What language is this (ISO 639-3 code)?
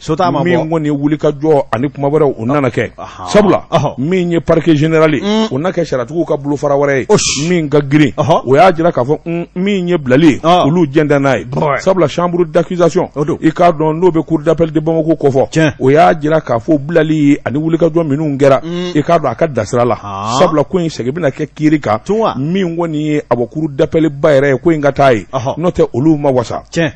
bam